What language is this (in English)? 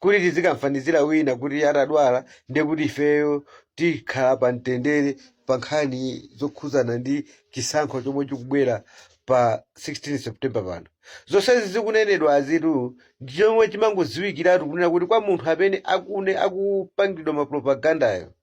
Nyanja